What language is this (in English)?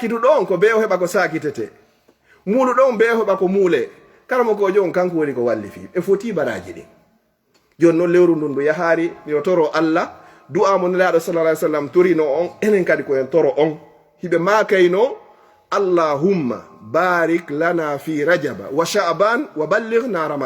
Fula